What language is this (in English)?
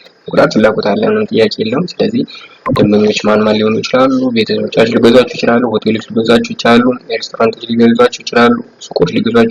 Amharic